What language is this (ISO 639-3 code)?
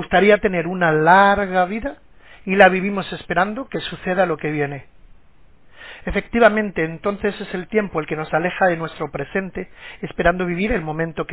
spa